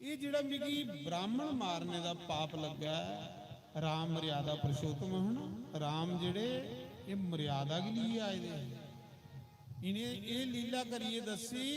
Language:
Dogri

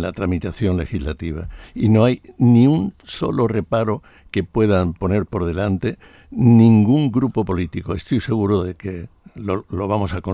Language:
Spanish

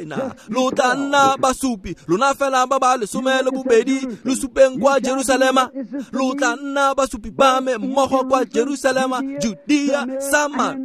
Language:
Tswana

